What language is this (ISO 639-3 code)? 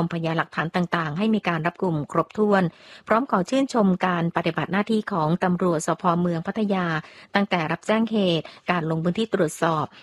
tha